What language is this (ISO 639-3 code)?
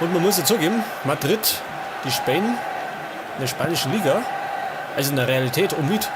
bar